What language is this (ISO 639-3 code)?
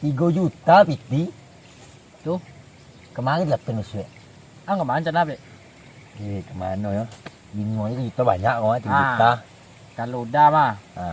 min